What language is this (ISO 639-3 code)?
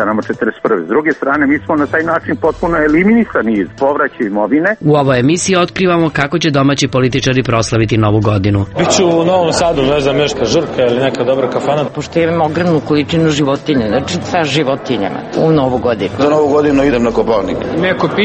srp